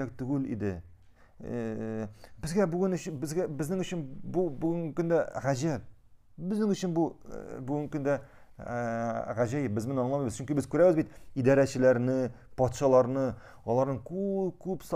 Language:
Tatar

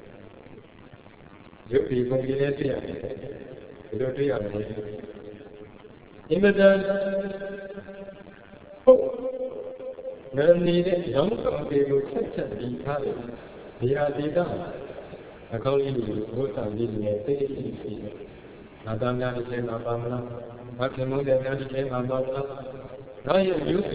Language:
Burmese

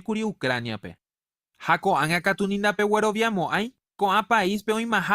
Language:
Guarani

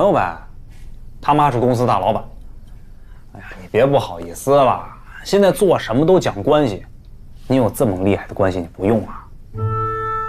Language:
Chinese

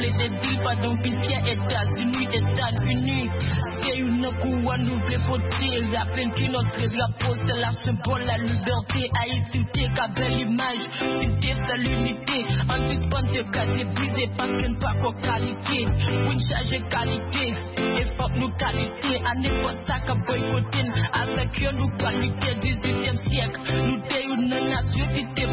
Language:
French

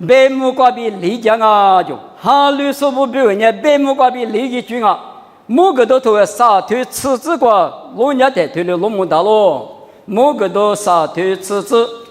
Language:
Lisu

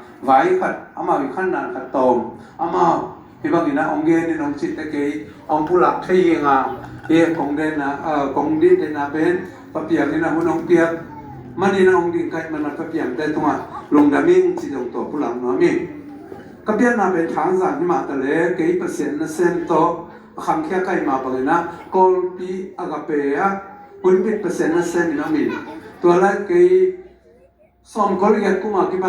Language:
Tedim Chin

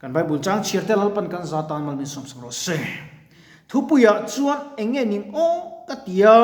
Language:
Mizo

